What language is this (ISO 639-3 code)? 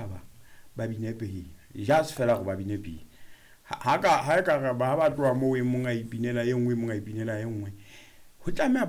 sot